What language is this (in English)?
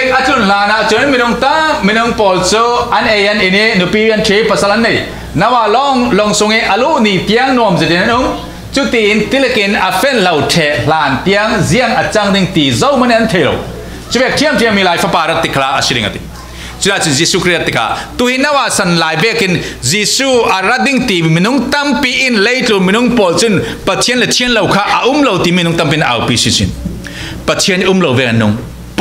Falam Chin